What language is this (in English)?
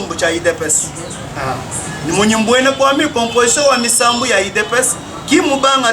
Luba-Lulua